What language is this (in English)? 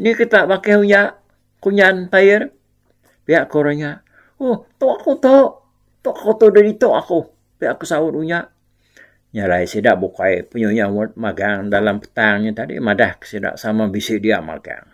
Iban